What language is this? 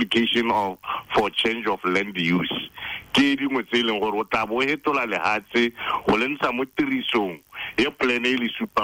Tswana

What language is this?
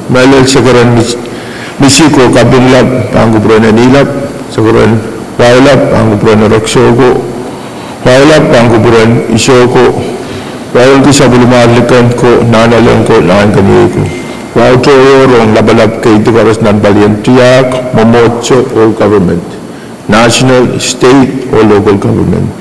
Pohnpeian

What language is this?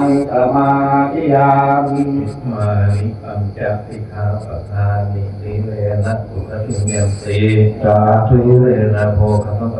Pali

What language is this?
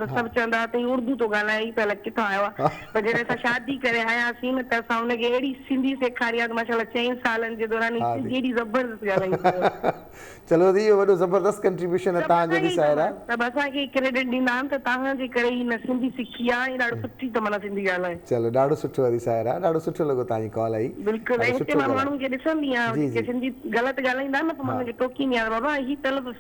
Sindhi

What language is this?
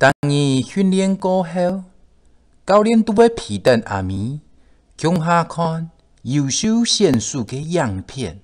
Hakka Chinese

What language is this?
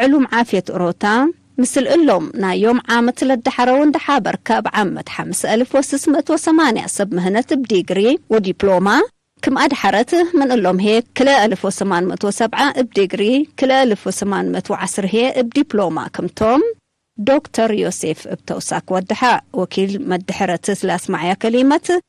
Tigre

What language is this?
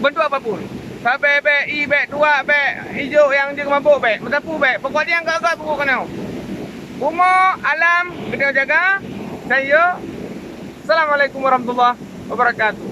Achinese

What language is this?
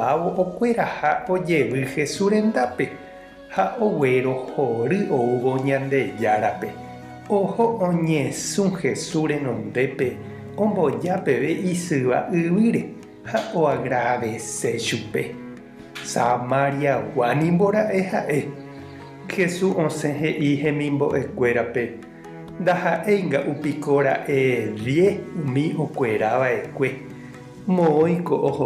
Guarani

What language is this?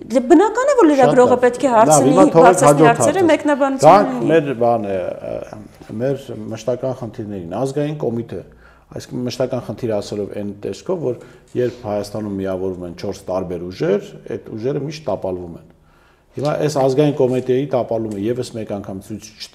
Armenian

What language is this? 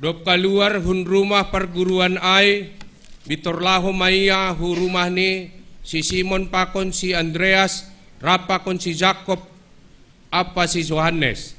Batak Simalungun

